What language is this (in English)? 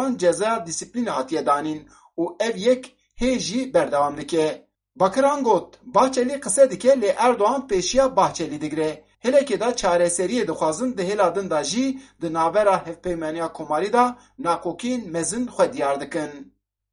Kurdish